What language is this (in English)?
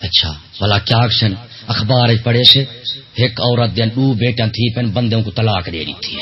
Saraiki